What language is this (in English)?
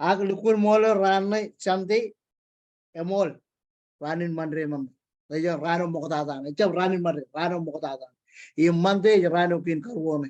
Marshallese